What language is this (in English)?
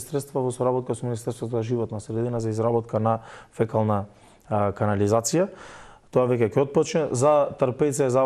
Macedonian